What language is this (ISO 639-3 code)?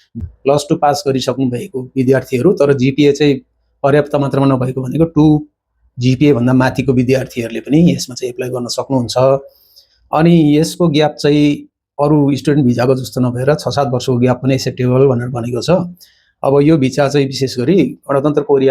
nep